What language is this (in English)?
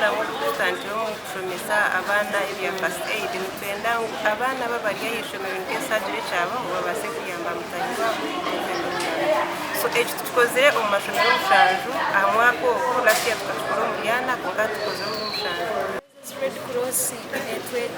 Nyankole